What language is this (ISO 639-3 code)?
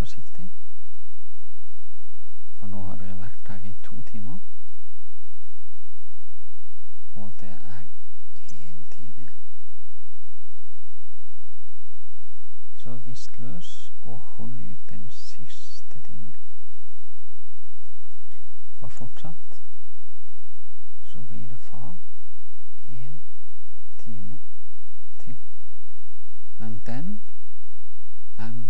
nor